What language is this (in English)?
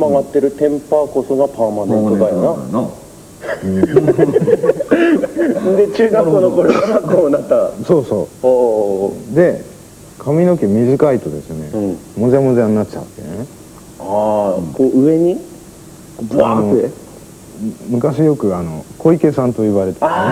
Japanese